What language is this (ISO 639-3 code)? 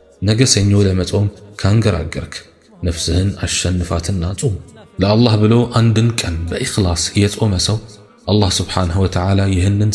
amh